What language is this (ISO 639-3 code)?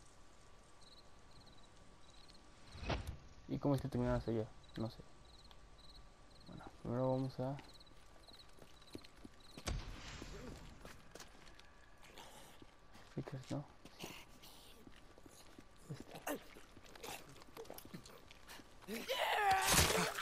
spa